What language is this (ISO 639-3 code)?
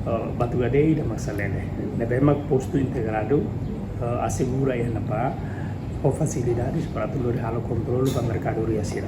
tet